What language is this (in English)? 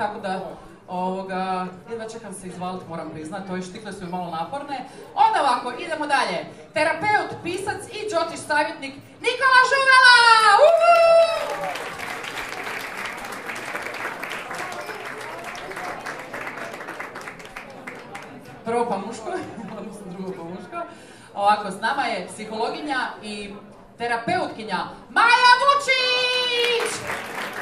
Croatian